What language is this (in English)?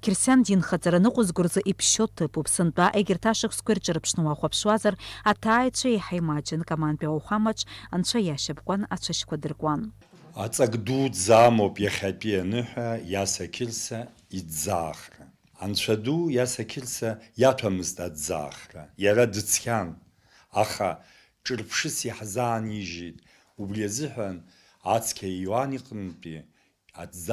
Abkhazian